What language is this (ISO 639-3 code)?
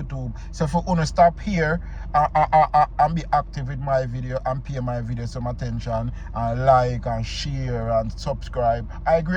jam